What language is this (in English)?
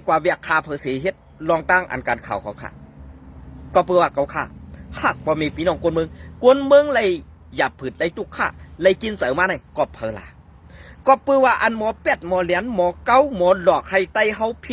Shan